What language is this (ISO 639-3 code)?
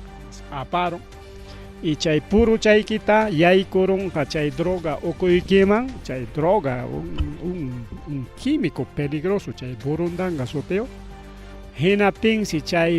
quy